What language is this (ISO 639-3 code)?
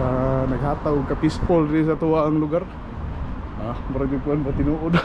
ceb